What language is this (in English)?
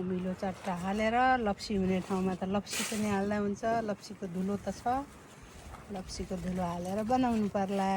Nepali